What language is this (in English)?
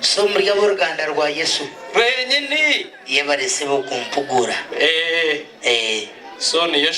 Nyankole